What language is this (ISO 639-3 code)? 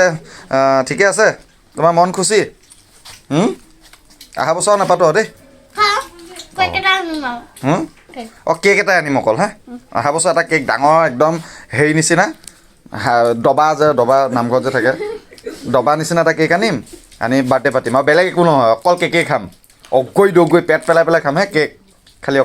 asm